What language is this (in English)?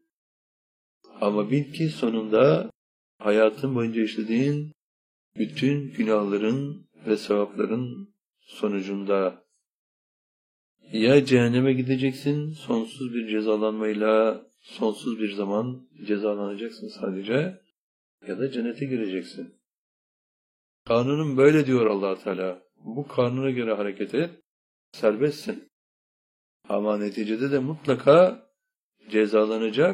Turkish